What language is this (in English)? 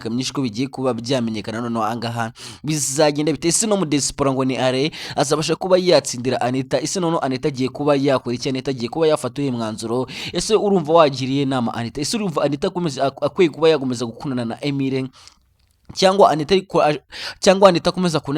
Kinyarwanda